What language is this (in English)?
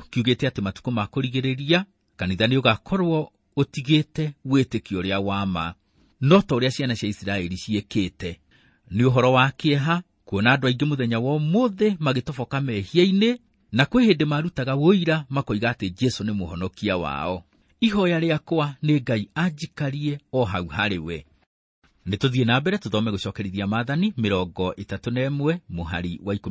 Kikuyu